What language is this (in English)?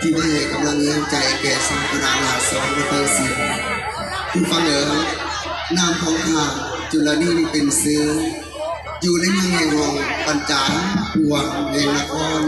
Northeastern Thai